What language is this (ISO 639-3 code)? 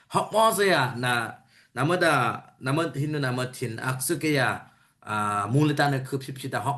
dis